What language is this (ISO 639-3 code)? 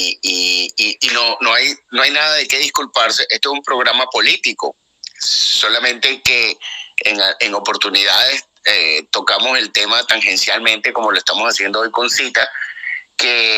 spa